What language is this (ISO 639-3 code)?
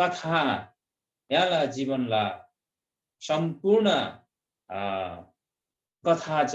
taj